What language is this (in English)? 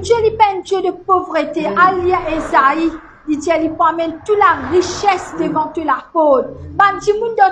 Morisyen